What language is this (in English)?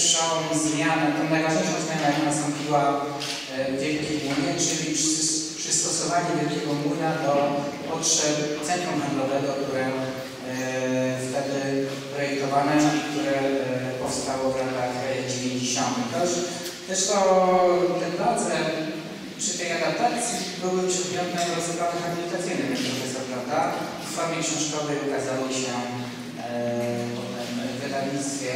Polish